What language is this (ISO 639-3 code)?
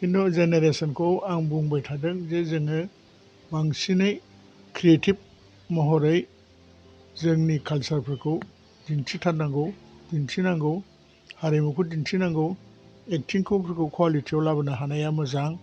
brx